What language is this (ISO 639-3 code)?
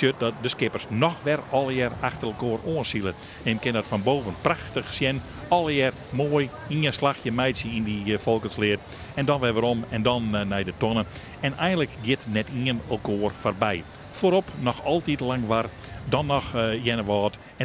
fry